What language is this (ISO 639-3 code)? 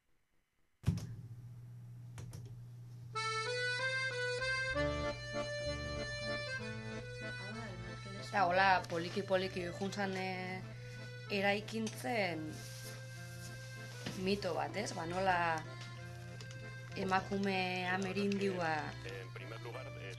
eus